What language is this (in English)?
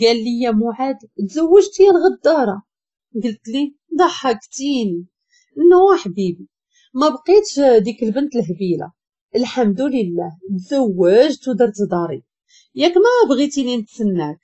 Moroccan Arabic